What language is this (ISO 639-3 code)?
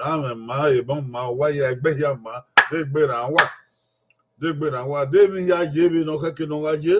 bin